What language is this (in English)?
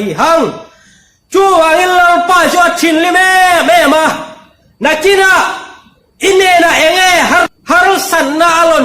Tedim Chin